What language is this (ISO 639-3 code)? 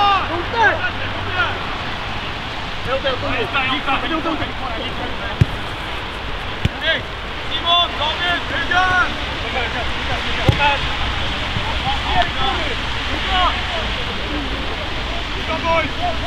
swe